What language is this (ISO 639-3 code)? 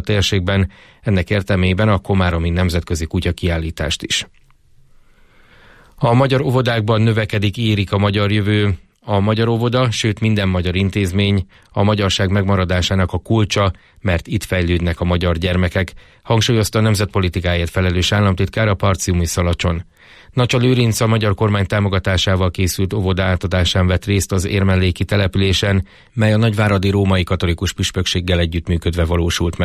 hun